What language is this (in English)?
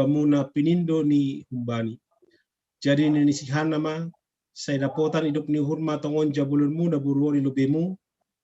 Batak Simalungun